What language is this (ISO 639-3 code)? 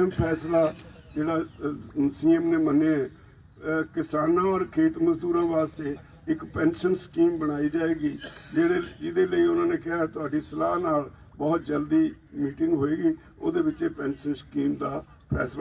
pan